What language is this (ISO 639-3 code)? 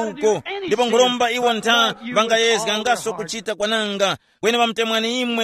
tum